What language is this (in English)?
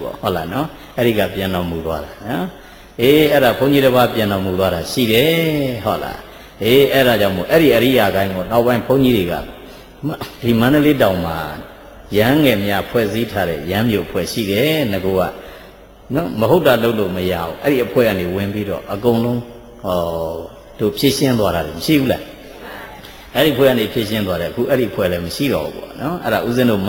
Burmese